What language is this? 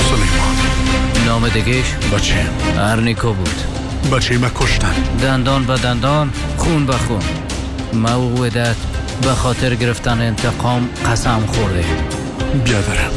Persian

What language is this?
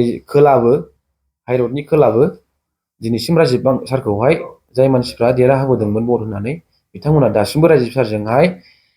Bodo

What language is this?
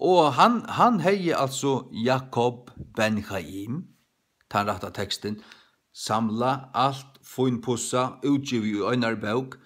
Faroese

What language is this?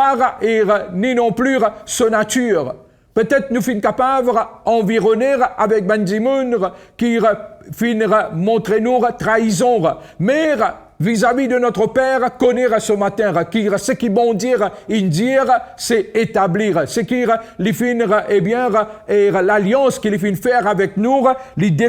Morisyen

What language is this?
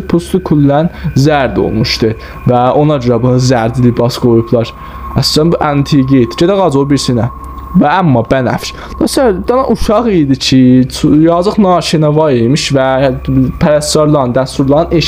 South Azerbaijani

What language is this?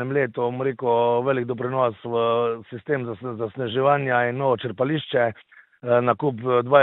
Slovenian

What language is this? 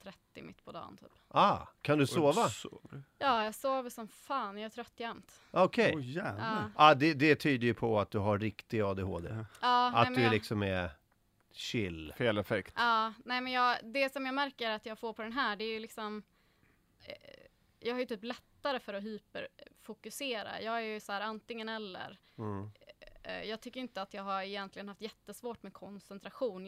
Swedish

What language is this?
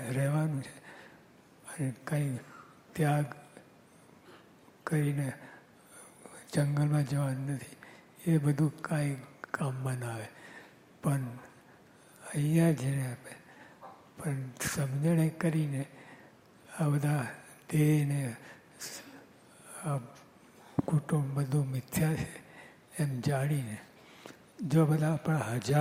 Gujarati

